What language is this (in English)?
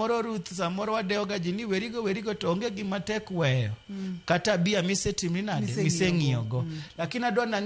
Luo (Kenya and Tanzania)